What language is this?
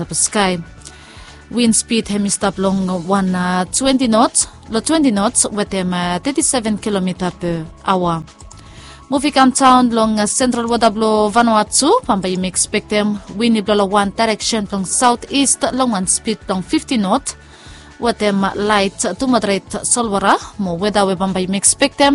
Bislama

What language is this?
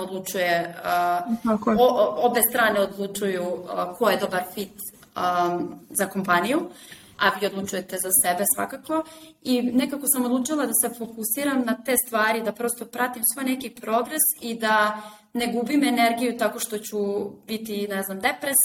Serbian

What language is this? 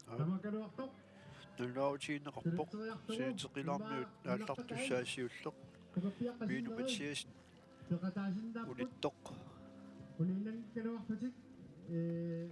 Kalaallisut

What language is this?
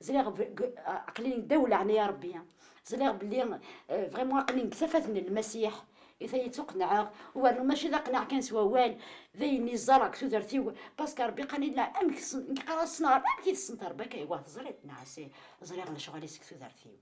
Kabyle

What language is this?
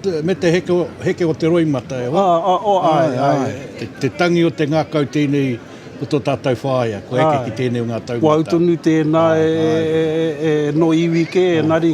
Māori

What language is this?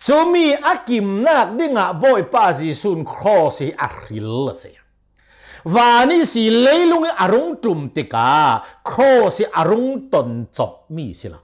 Hakha Chin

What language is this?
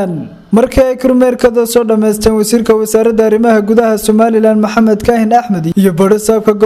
Somali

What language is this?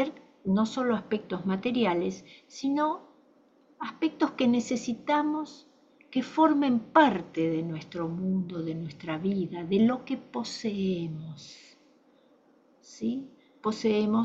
Spanish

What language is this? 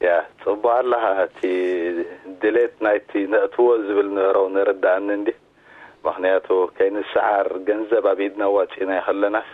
Tigrinya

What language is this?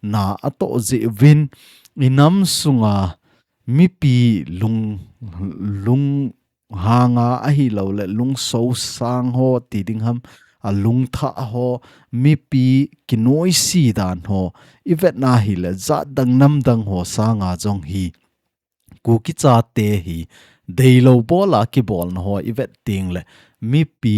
Thado Chin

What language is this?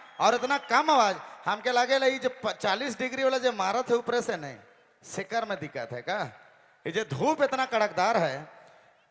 Sadri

